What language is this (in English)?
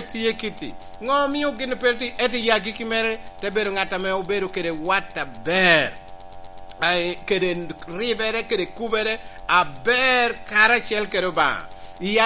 Lango (Uganda)